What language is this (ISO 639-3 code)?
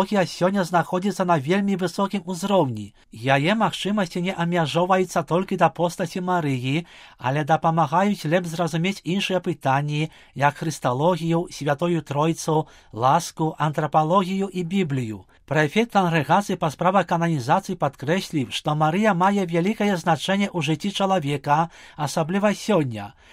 bel